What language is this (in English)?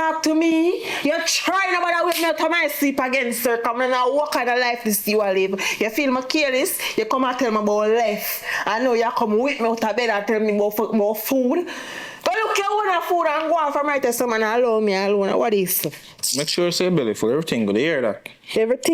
Jamaican Creole English